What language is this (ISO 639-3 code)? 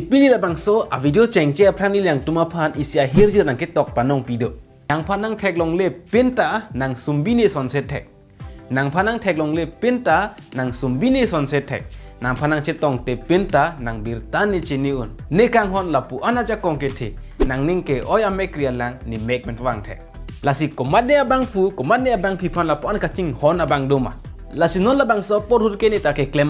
mjw